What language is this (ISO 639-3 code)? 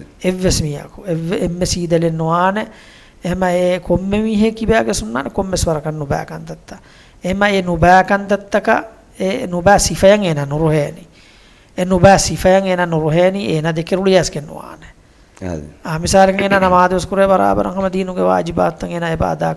div